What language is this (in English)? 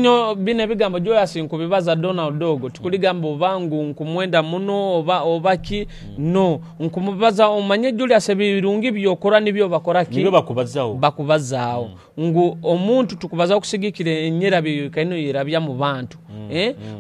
Nyoro